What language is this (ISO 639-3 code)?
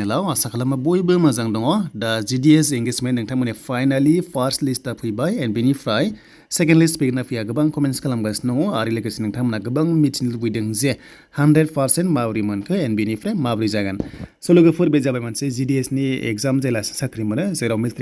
brx